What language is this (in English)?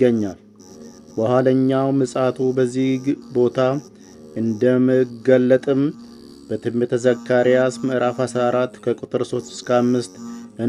Amharic